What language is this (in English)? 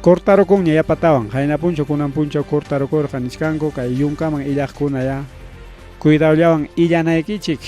Ayacucho Quechua